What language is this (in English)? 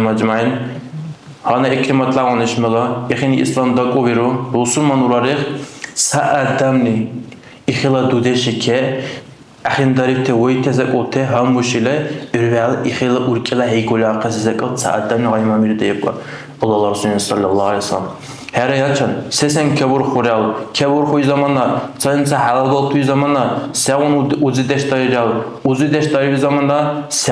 Dargwa